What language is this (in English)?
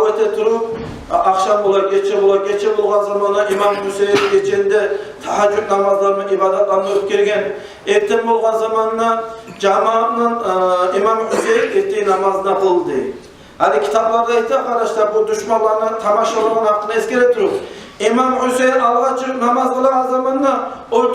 Kumyk